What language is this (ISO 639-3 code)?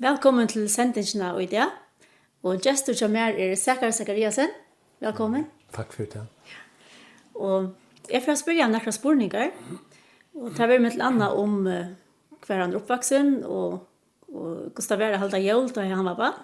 fao